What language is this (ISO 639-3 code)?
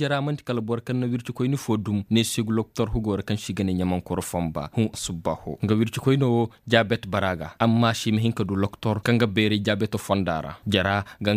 dje